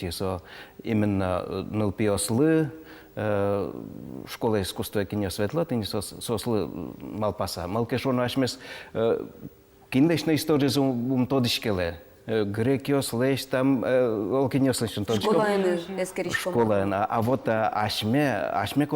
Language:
Udmurt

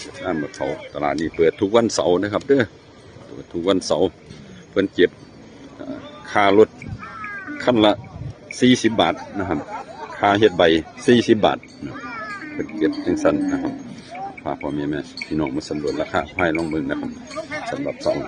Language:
Northeastern Thai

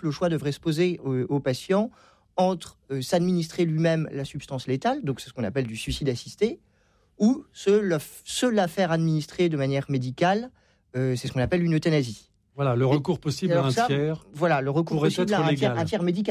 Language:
French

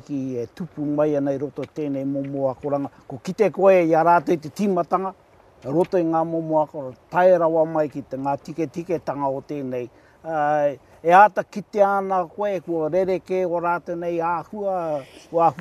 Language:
Māori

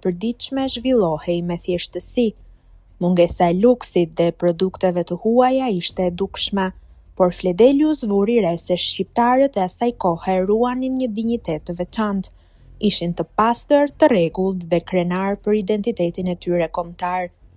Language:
Albanian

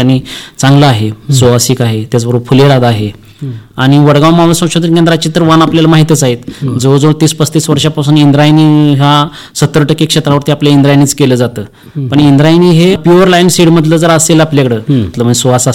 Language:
Marathi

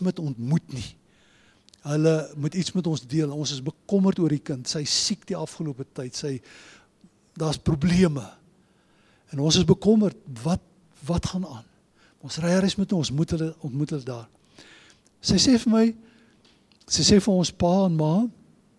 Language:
Afrikaans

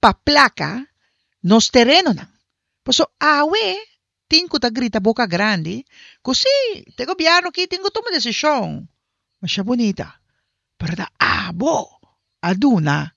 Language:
Papiamento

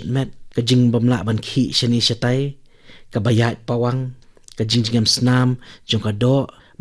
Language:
Khasi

